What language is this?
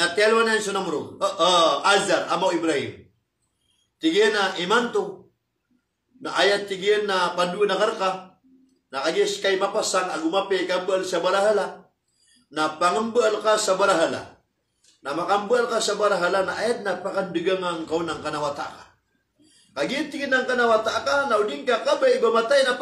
Maranao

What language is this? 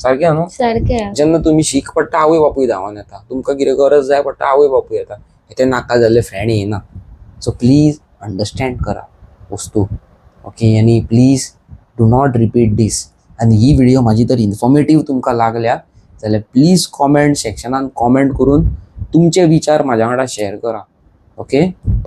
Konkani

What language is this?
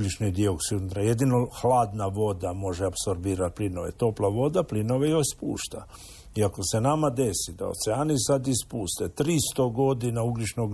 Croatian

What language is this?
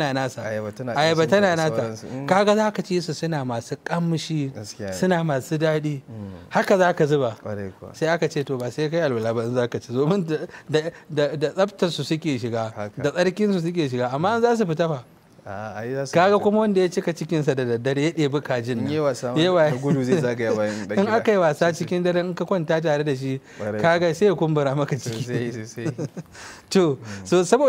Hausa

